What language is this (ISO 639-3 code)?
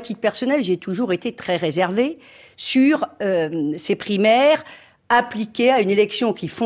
fra